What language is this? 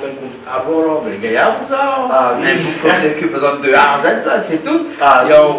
Réunion Creole French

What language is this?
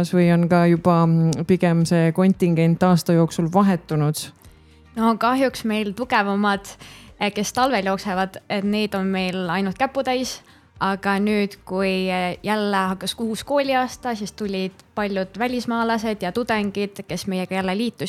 Estonian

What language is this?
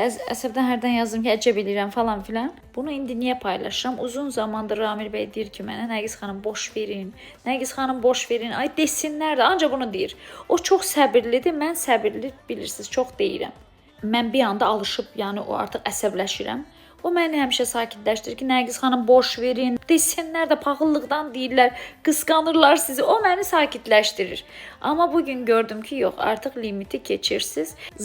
Azerbaijani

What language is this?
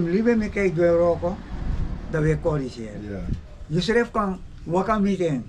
Sranan Tongo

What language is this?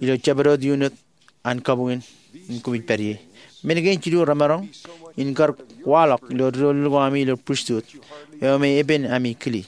Marshallese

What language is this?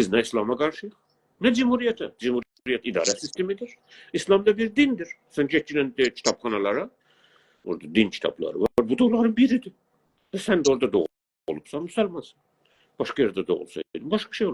South Azerbaijani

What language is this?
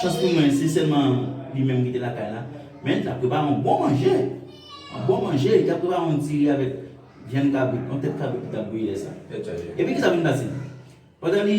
Haitian Creole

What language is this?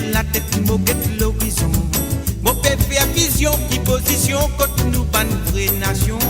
Morisyen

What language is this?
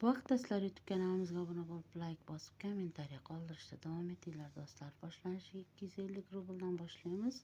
Uzbek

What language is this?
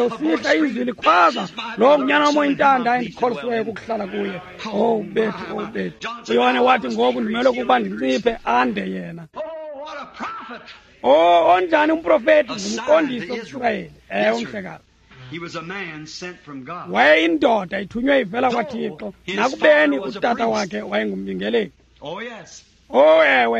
Xhosa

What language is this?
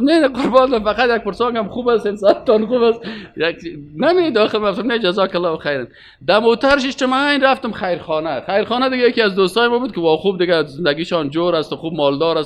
Persian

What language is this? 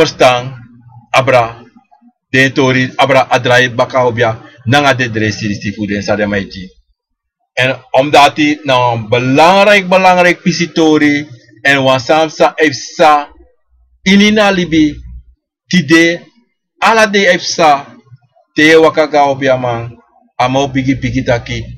Sranan Tongo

